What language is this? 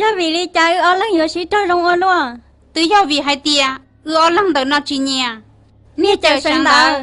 Hmong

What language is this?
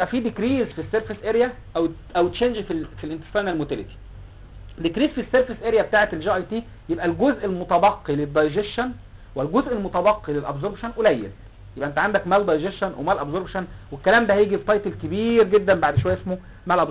Egyptian Arabic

